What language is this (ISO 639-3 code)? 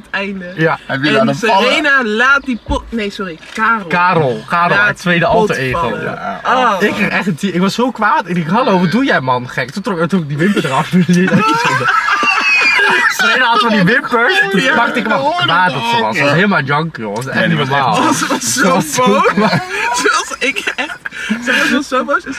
nld